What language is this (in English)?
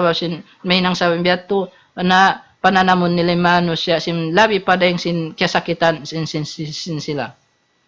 Tausug